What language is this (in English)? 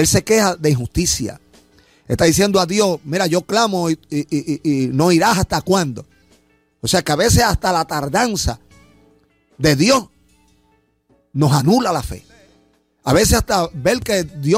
Spanish